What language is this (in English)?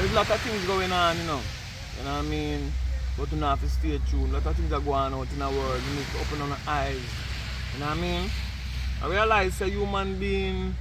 Jamaican Creole English